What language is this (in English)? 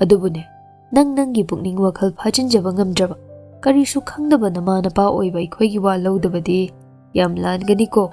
Manipuri